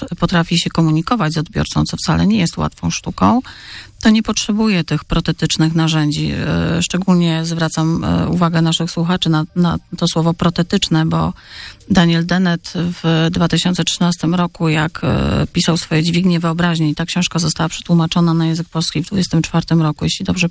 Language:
Polish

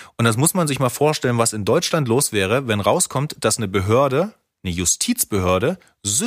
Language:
German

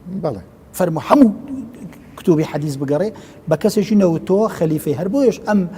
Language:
Central Kurdish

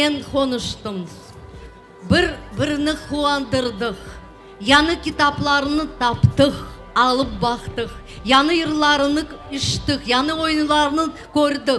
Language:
Crimean Tatar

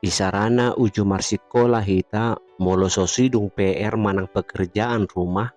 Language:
Batak Toba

